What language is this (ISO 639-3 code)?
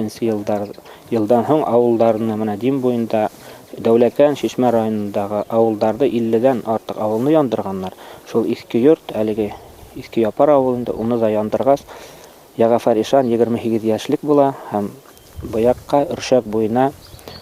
bak